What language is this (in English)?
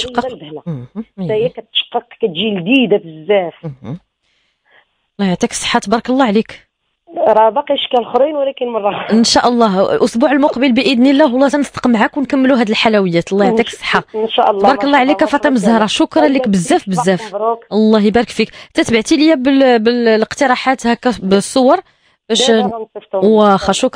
Moroccan Arabic